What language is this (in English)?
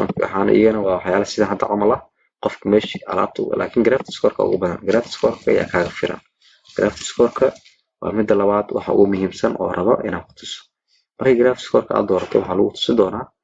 Somali